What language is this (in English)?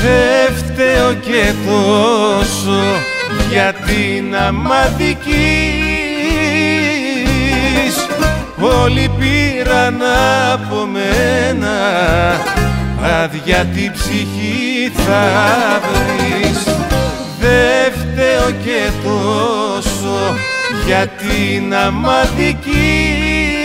Greek